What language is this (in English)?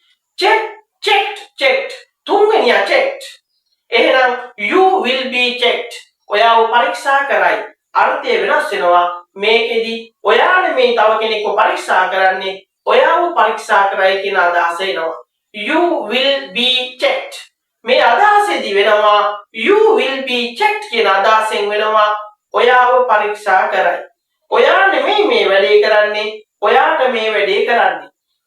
Sinhala